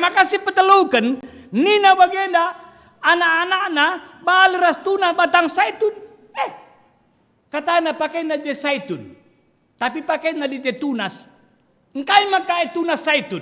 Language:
Batak Karo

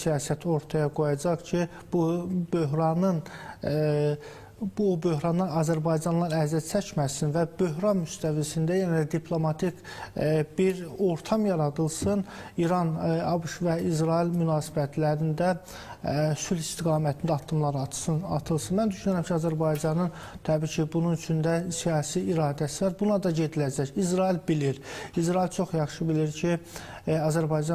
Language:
Azerbaijani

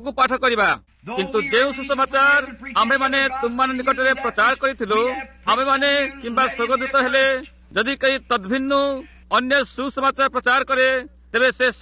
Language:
Odia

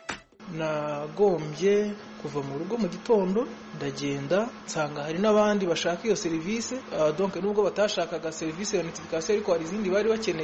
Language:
Kinyarwanda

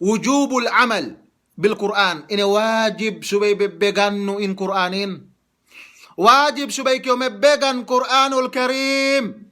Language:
Yakan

